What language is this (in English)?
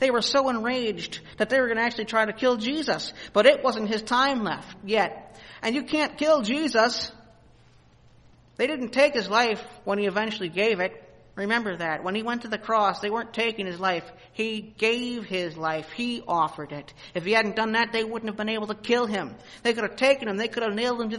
English